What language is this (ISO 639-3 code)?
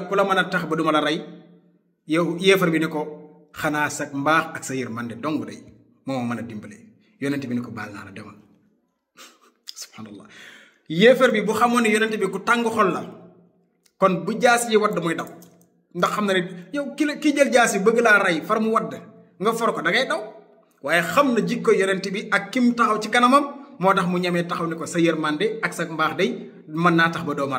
wol